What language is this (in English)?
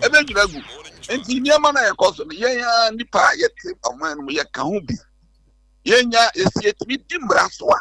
Akan